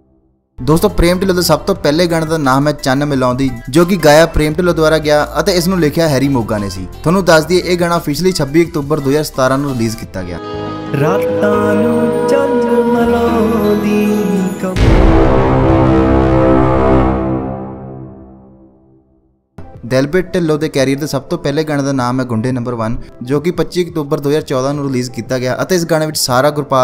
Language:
Punjabi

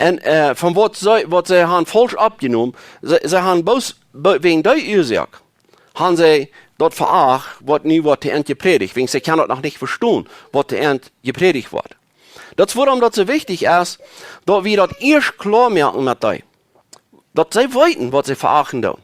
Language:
Plautdietsch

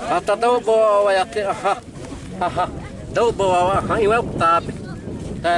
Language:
Xavánte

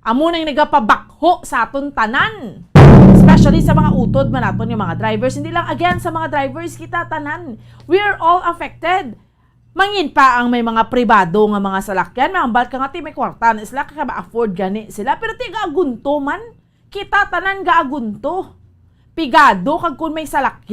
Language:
Hiligaynon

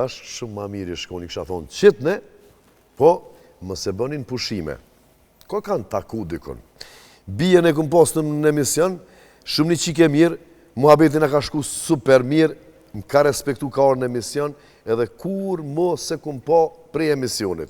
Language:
Albanian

